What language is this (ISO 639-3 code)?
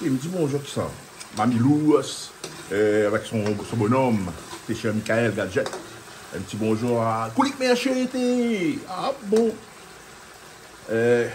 rcf